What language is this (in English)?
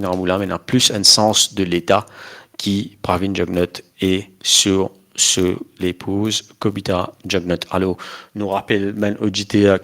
Morisyen